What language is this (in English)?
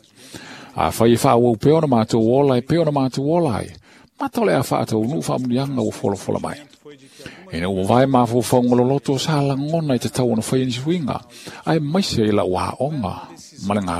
Samoan